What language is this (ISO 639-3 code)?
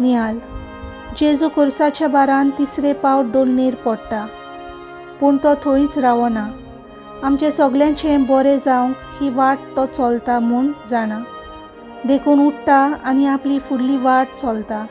kok